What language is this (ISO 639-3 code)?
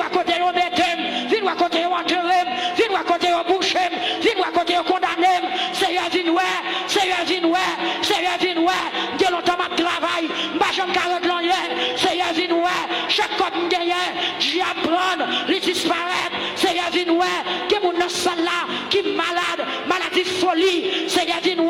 hat